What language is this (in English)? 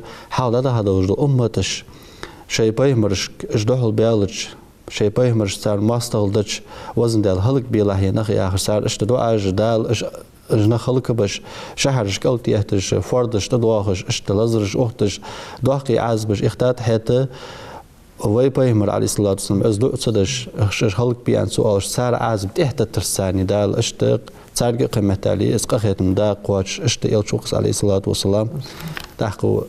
Ingush